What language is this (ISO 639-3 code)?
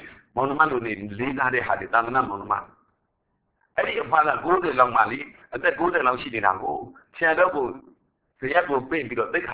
mya